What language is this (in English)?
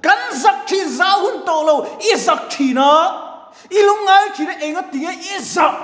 Mizo